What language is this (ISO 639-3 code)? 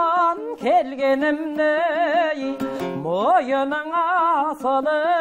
kaz